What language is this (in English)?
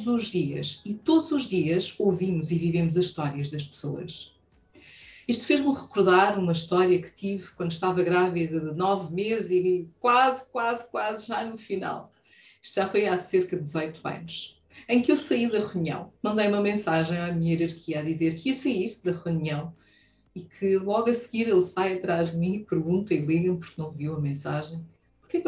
Portuguese